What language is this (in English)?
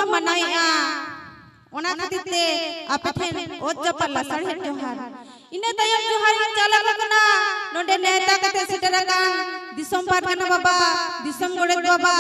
Santali